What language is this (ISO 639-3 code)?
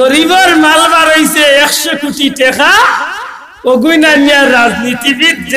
syl